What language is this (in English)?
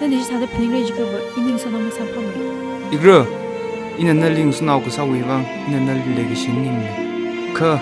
Tangkhul Naga (India)